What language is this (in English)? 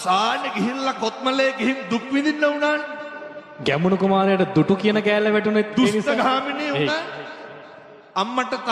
Sinhala